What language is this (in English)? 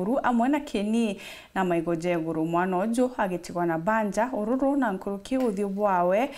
Meru